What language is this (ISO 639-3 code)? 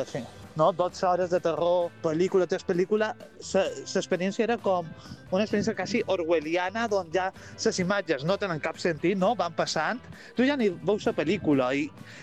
cat